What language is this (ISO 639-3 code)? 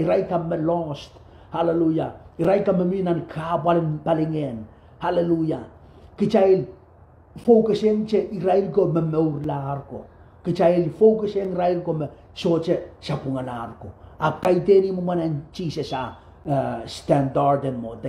pon